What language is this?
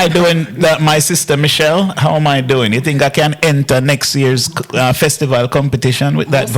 Jamaican Creole English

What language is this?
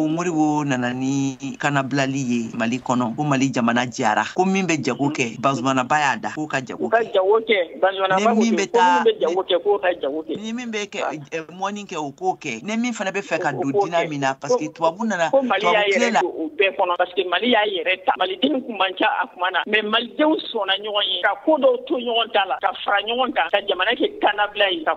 Bambara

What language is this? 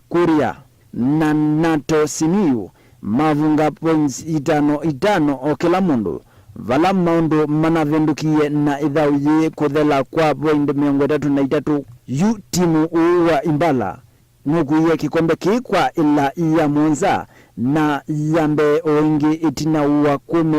Kamba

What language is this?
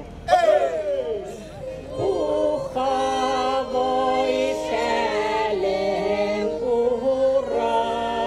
Bashkir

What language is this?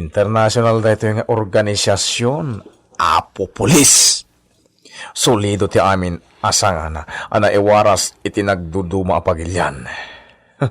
Iloko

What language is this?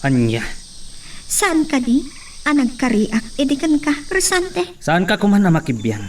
Iloko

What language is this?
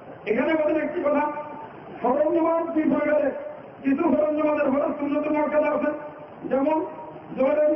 Bangla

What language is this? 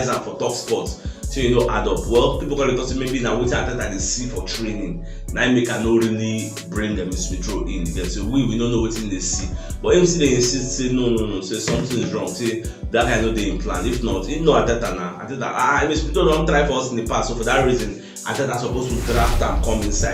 Nigerian Pidgin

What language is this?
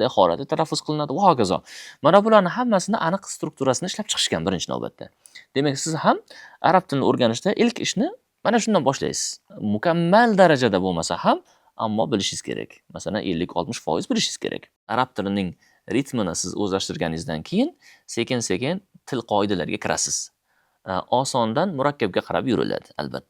Uzbek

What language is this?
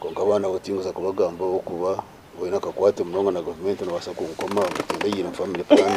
Nyankole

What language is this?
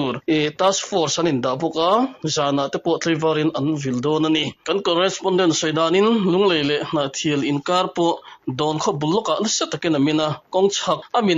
Mizo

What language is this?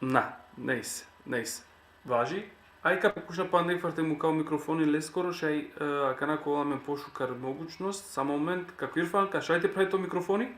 Balkan Romani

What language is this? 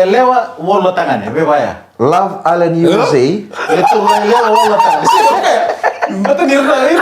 Fijian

